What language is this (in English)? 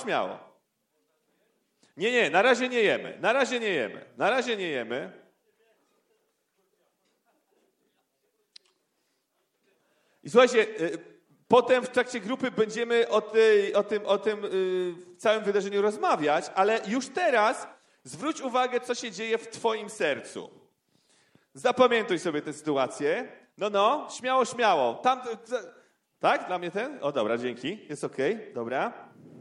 Polish